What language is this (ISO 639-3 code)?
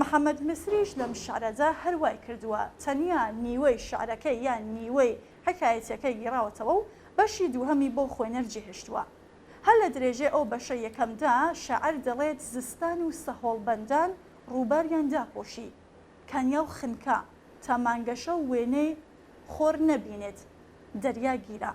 ckb